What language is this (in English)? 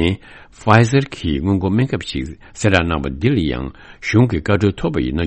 Tibetan